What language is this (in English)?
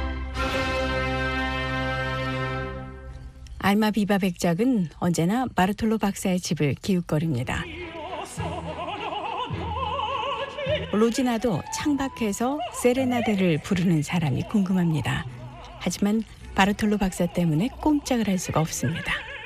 Korean